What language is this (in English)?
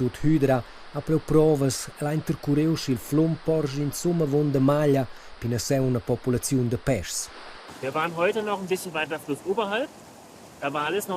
Romansh